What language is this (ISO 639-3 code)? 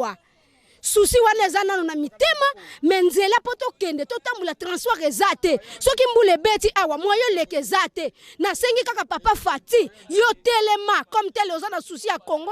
lin